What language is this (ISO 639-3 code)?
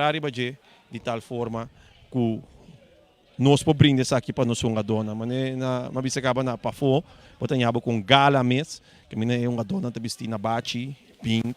pap